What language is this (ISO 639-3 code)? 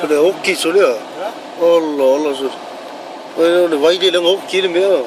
smo